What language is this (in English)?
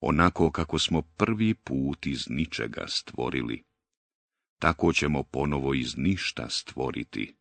Bosnian